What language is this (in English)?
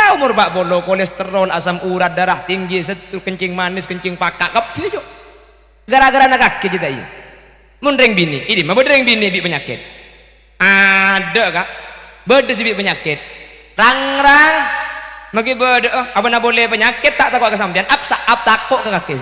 Madurese